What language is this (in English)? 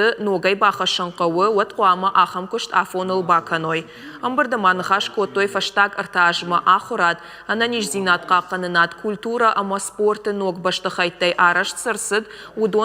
Ossetic